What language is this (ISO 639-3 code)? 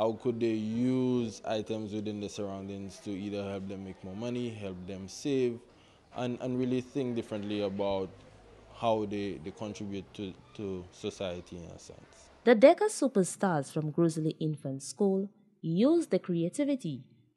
eng